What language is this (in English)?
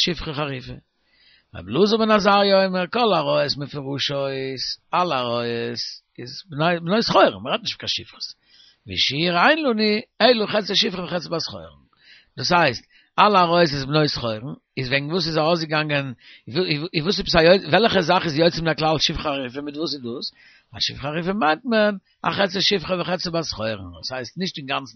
Yiddish